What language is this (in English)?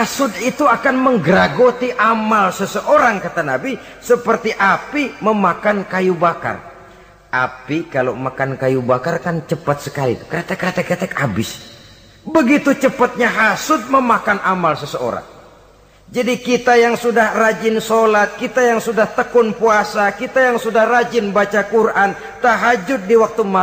Indonesian